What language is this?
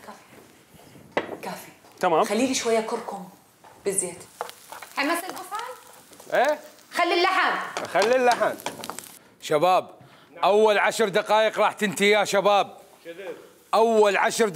Mesopotamian Arabic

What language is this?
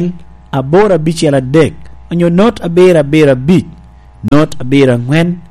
Lango (Uganda)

